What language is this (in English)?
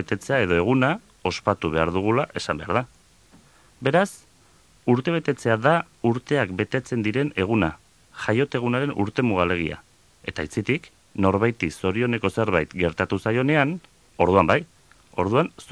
Basque